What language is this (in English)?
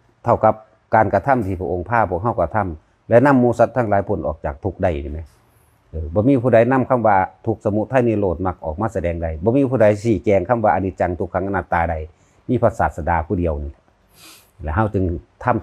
Northeastern Thai